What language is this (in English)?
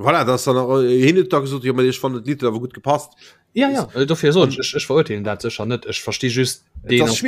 Luxembourgish